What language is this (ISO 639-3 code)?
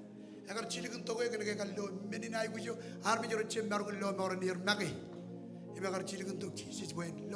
mah